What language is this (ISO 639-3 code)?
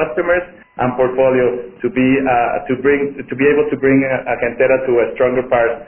eng